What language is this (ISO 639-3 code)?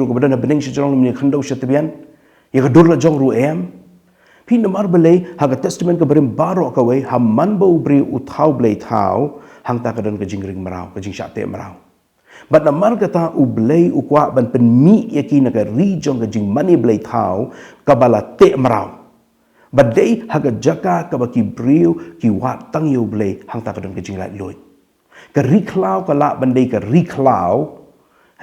kha